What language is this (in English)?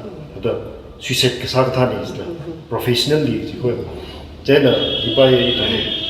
Tangkhul Naga (India)